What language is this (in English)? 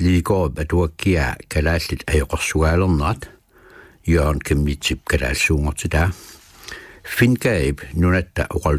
Kalaallisut